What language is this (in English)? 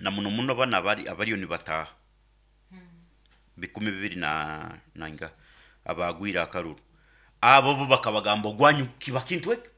Nyoro